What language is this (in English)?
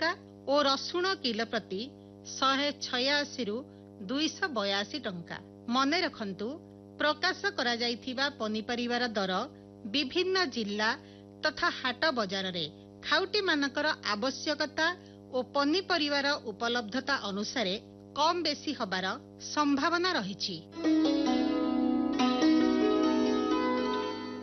Odia